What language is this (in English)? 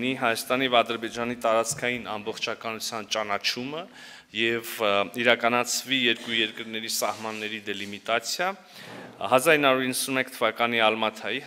Armenian